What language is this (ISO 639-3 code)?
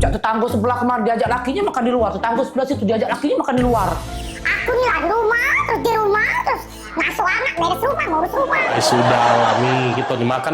mui